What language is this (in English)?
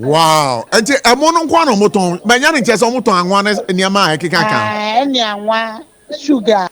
Akan